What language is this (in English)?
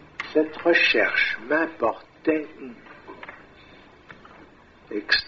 French